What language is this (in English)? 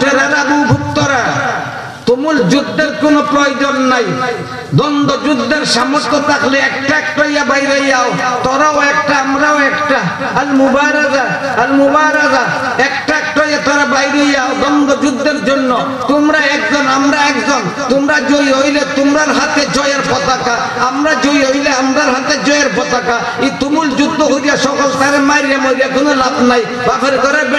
Sylheti